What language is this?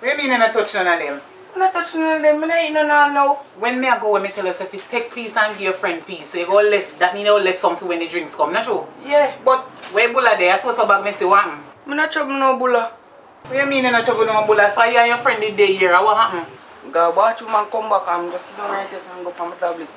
Jamaican Creole English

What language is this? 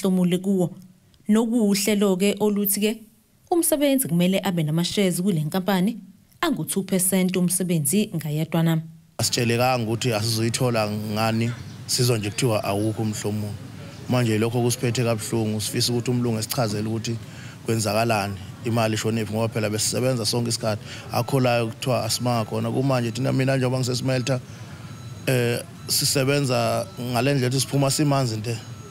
Zulu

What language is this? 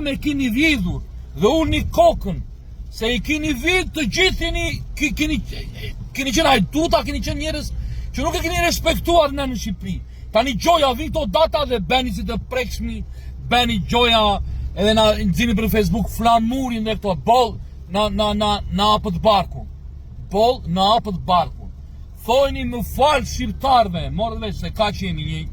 Albanian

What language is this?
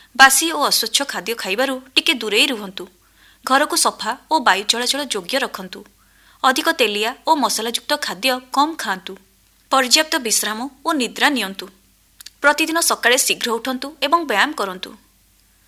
Odia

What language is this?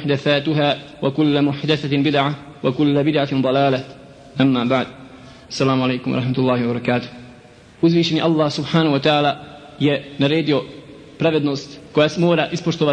Bosnian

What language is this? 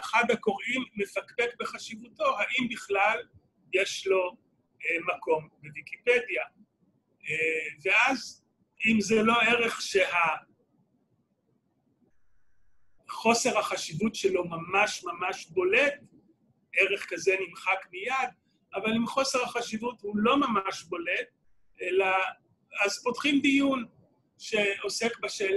Hebrew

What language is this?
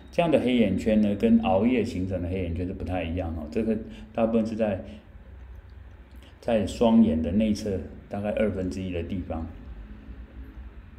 Chinese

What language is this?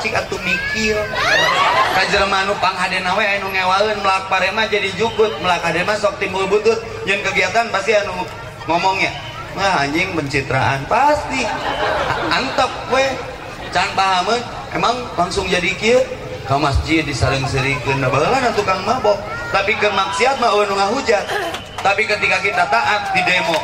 Sundanese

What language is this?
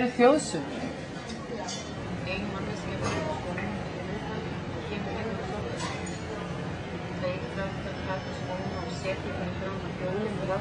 Icelandic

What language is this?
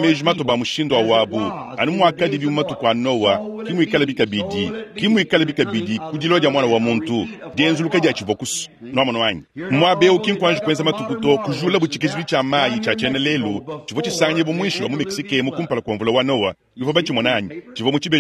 Luba-Lulua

